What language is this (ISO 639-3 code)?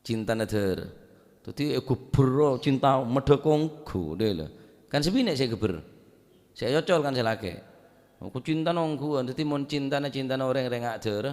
mad